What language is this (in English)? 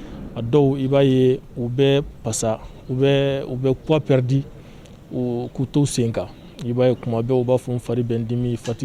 Bambara